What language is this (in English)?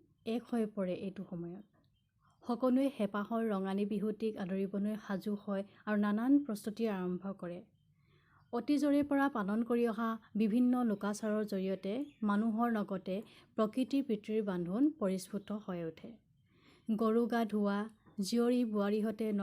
Assamese